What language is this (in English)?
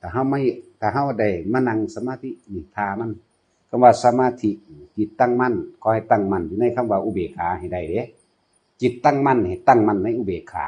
Northeastern Thai